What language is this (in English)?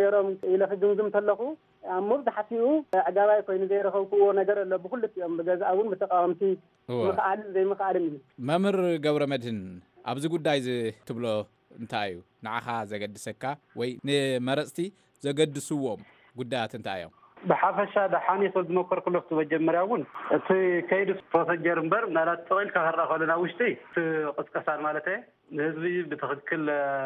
Tigrinya